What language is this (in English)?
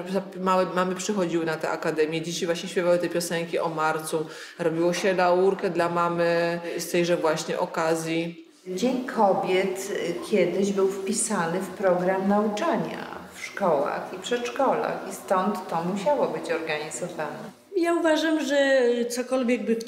Polish